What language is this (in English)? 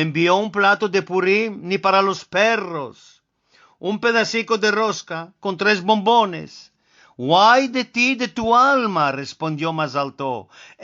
Ladino